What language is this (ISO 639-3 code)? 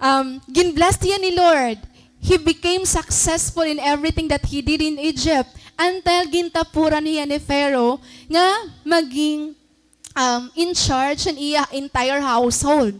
war